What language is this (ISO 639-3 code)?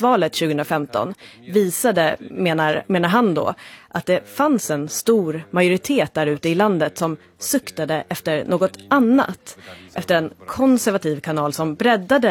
swe